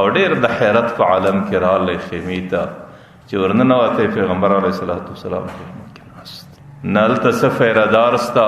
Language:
Pashto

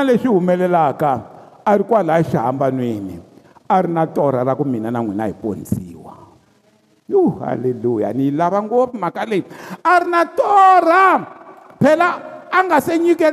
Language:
Tsonga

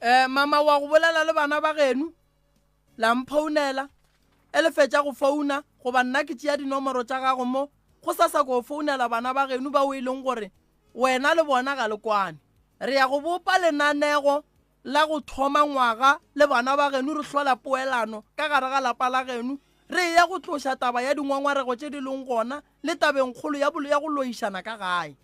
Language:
Northern Sotho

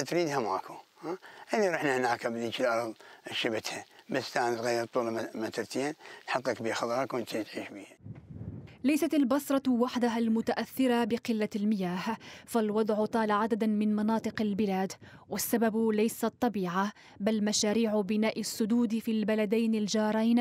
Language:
Mesopotamian Arabic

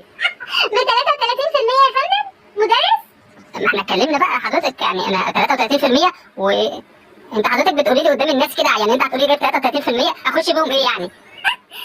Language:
Egyptian Arabic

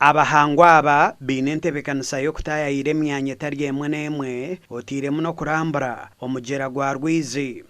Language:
Nyankole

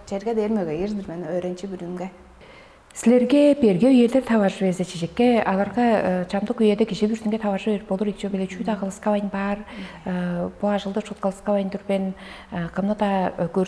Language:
Tuvinian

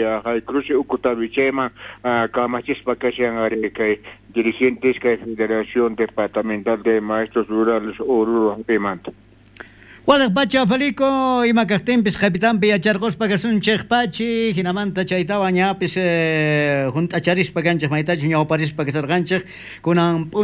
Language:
South Bolivian Quechua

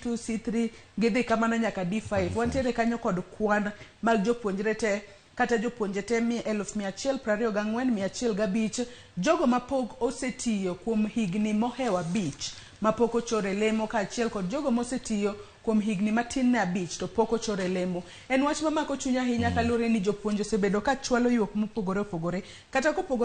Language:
Luo (Kenya and Tanzania)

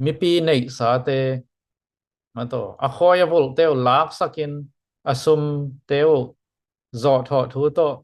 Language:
Tedim Chin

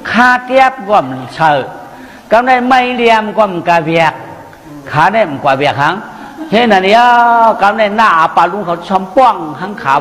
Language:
Shan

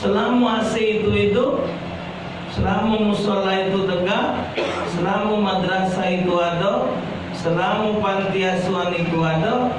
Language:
Musi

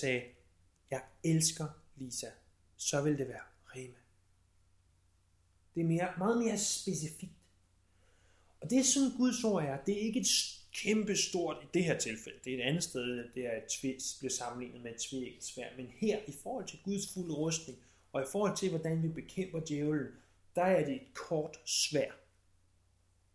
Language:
Danish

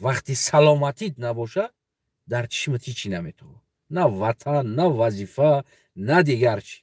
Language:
Tajik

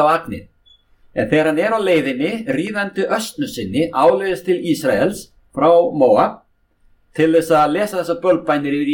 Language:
Icelandic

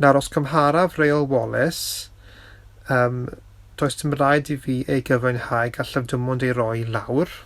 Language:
Welsh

